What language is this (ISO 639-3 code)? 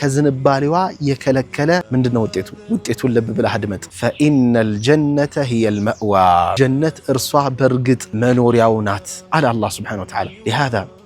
amh